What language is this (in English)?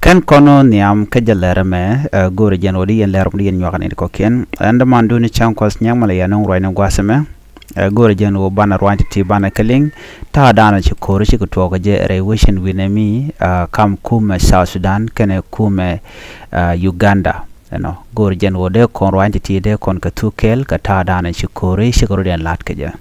Nuer